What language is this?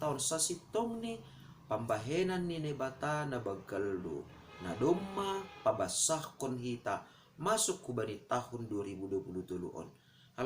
Batak Simalungun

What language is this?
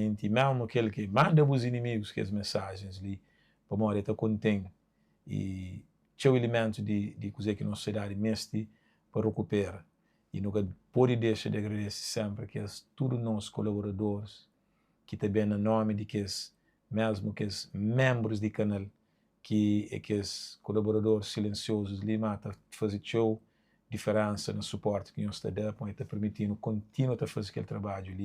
Kabuverdianu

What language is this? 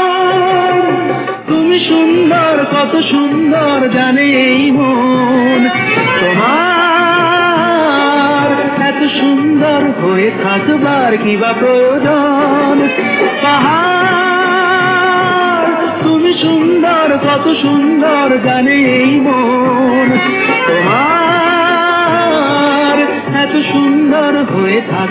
Bangla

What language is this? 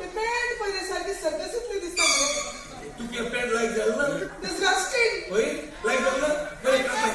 Konkani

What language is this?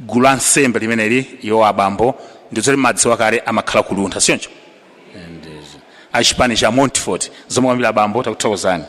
Nyanja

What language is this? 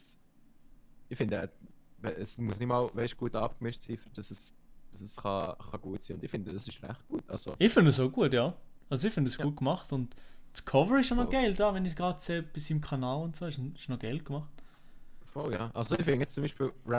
Swiss German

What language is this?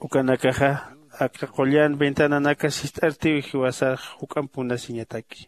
Aymara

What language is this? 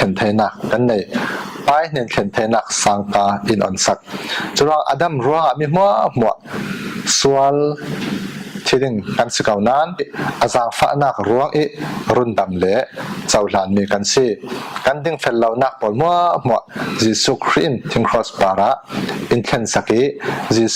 Falam Chin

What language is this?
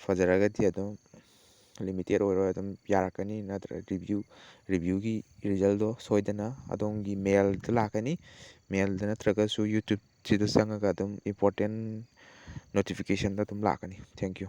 Manipuri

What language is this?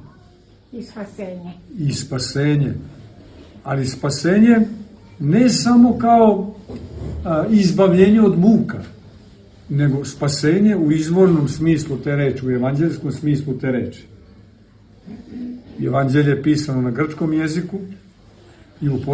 Serbian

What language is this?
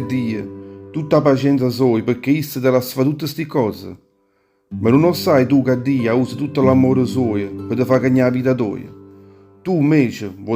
Neapolitan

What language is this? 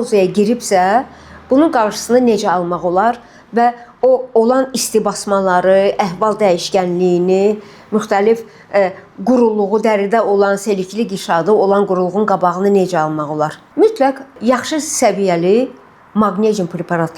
Azerbaijani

